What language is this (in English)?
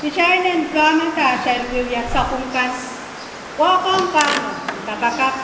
Pohnpeian